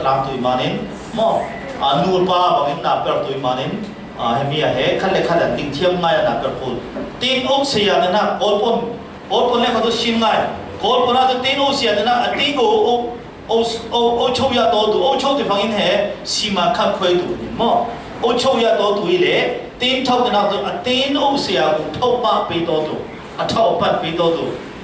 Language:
Falam Chin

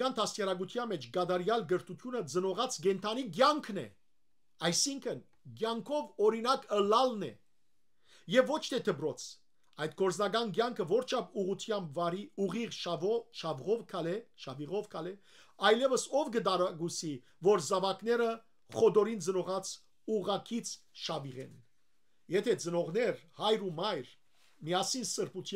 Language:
Western Armenian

